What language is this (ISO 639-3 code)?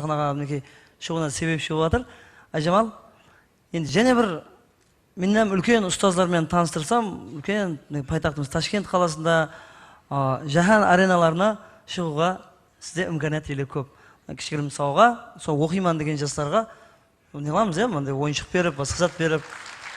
kaa